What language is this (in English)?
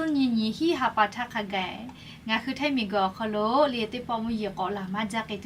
Lahu